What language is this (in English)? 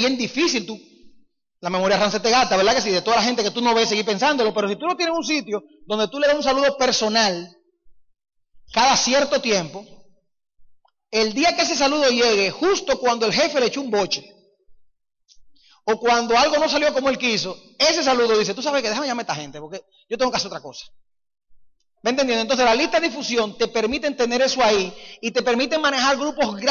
Spanish